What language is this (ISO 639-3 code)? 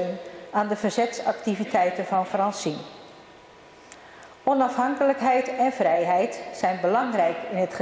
nld